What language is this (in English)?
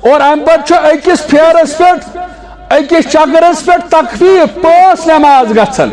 Kashmiri